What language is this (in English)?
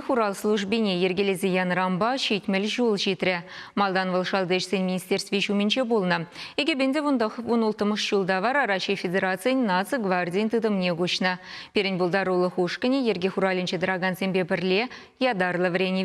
Chuvash